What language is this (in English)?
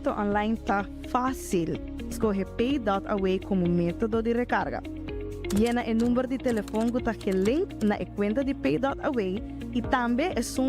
Papiamento